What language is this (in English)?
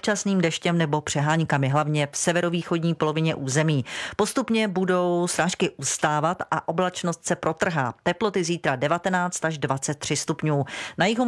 Czech